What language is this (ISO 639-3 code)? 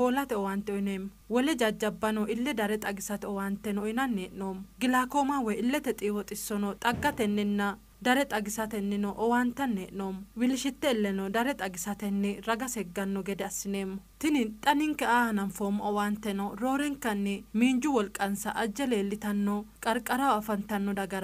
sid